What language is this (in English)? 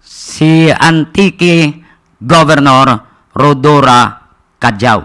Hiligaynon